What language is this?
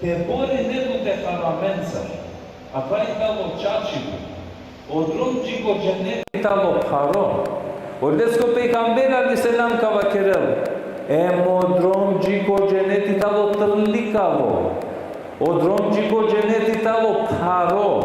Balkan Romani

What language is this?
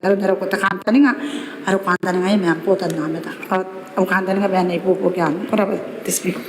Gilbertese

